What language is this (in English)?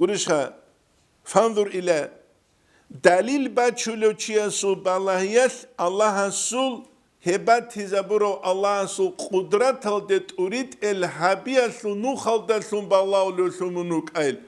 Avaric